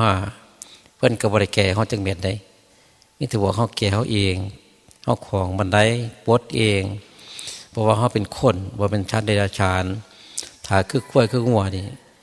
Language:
Northeastern Thai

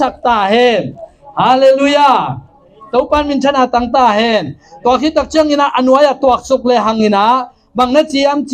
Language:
Tedim Chin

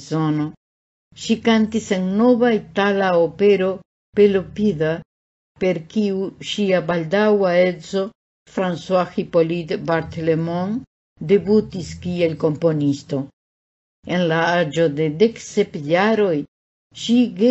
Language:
Esperanto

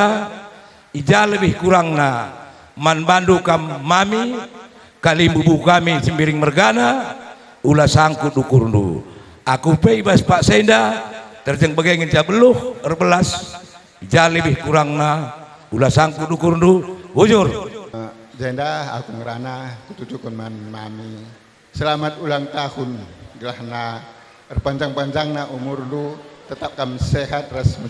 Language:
Batak Karo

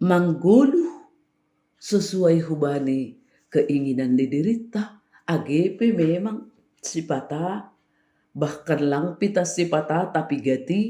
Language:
Batak Simalungun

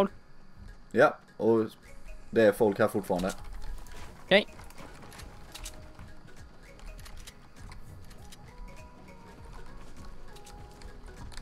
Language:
Swedish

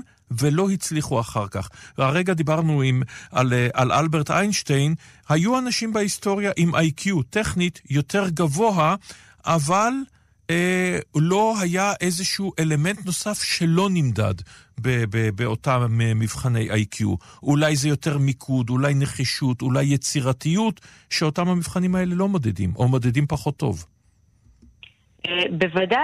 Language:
Hebrew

